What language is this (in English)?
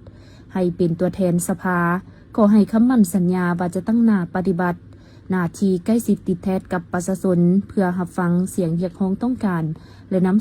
Lao